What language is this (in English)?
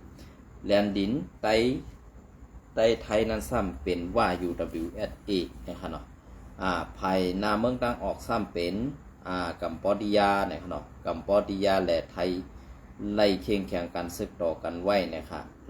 Shan